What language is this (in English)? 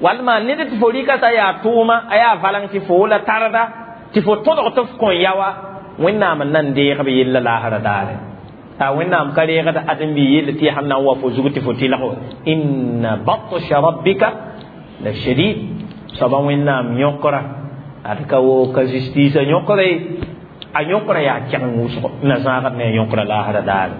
Mossi